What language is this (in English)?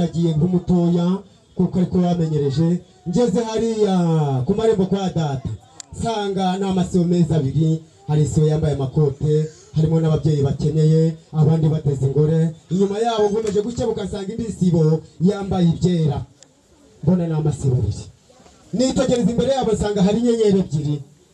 Kinyarwanda